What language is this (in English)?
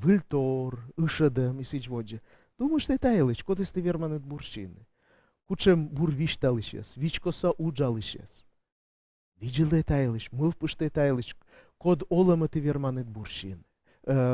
Komi